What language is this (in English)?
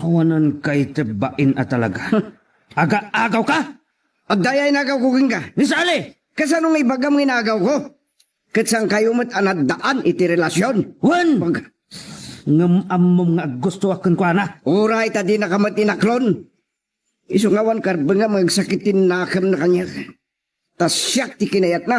Iloko